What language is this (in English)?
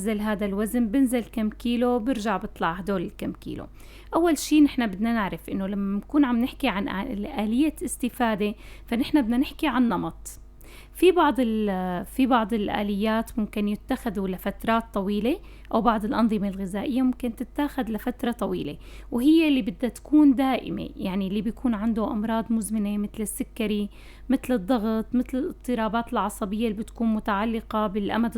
North Levantine Arabic